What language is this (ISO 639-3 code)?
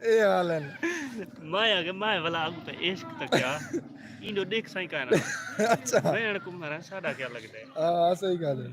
skr